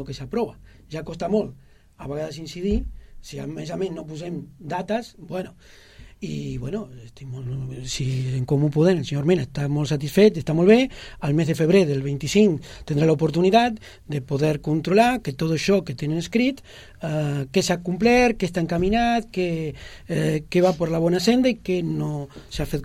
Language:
Catalan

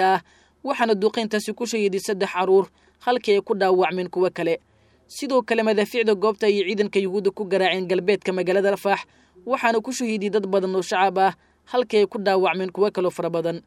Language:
Somali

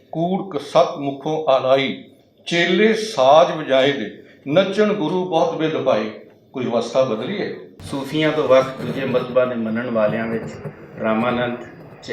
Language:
Western Panjabi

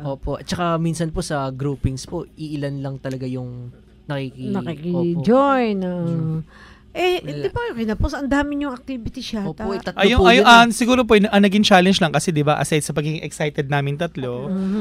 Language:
Filipino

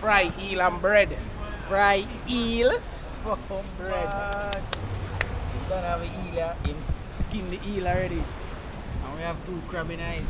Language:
Jamaican Creole English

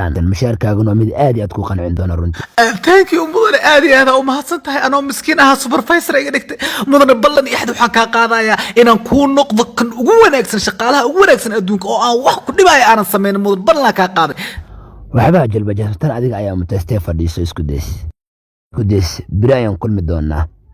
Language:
Somali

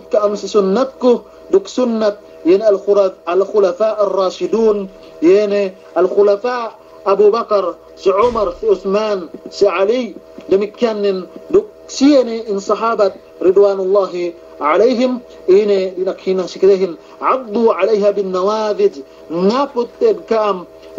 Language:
Yakan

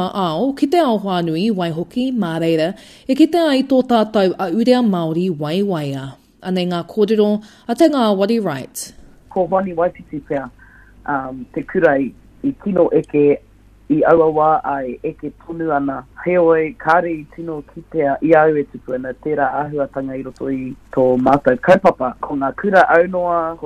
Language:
Māori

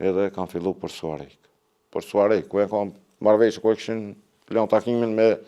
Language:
Albanian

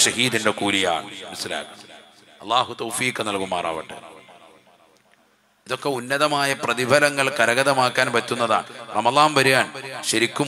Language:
Malayalam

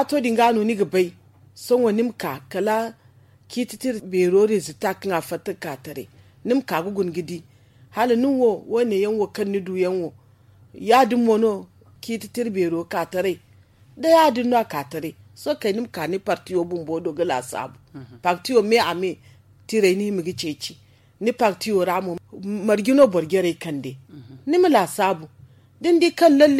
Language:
Zarma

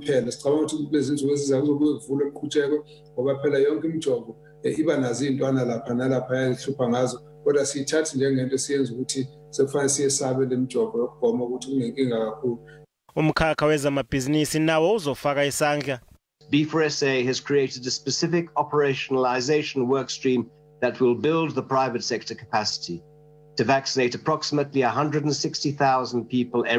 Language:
Zulu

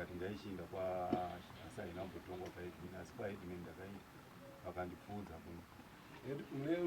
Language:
Shona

